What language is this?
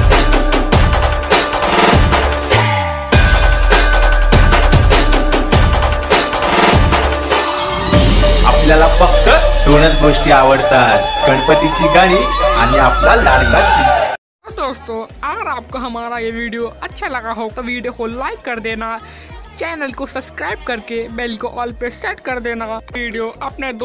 Marathi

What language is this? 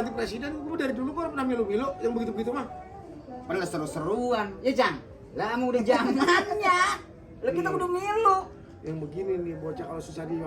Betawi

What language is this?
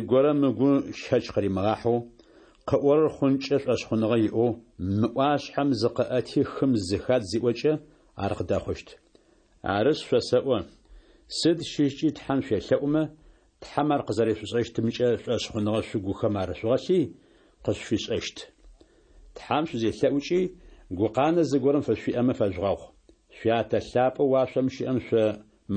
Adyghe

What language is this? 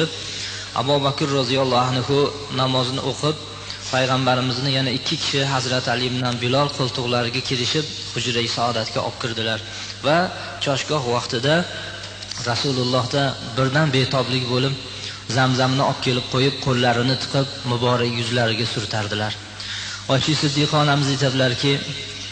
Uzbek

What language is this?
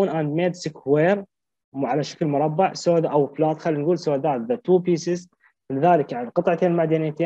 Mesopotamian Arabic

